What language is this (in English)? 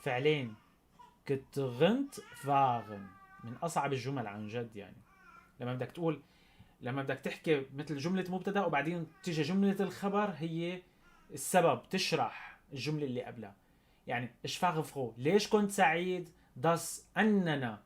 North Levantine Arabic